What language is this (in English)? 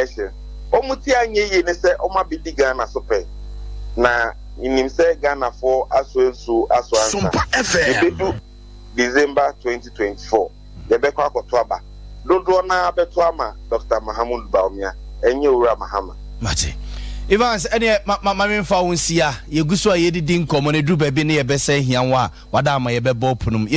Akan